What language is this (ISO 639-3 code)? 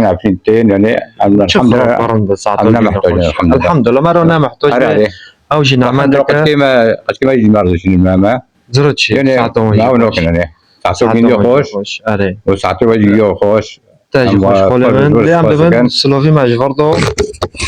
kur